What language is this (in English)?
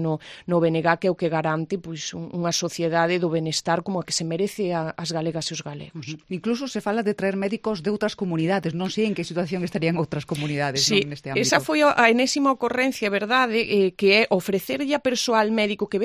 Galician